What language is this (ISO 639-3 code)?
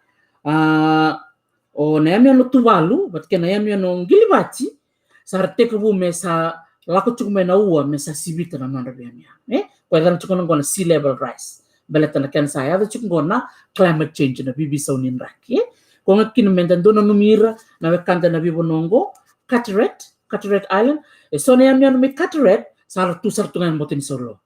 fij